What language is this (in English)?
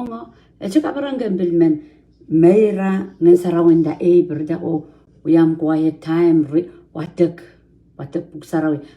Pohnpeian